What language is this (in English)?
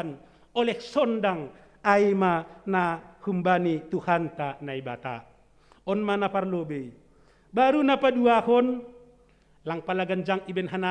Batak Simalungun